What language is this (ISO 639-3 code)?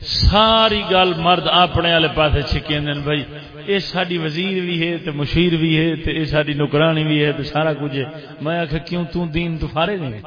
skr